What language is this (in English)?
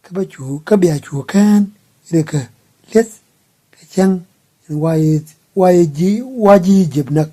Nuer